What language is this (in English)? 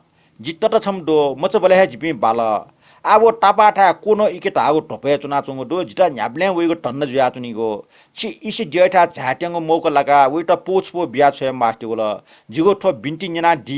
Newari